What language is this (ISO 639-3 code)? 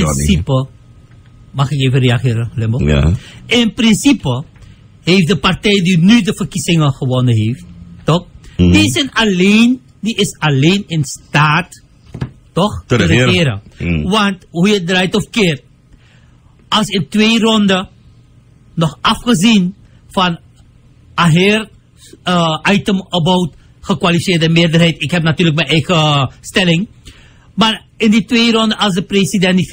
nld